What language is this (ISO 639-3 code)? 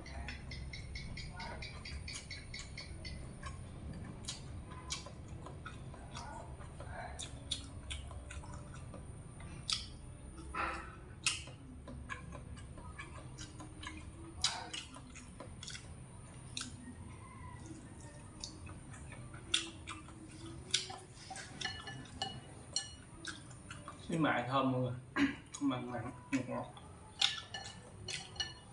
vie